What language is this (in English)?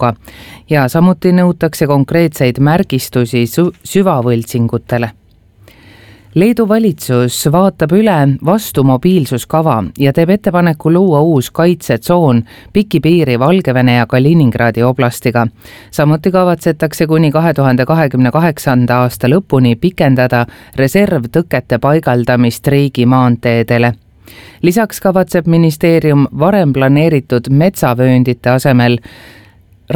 Estonian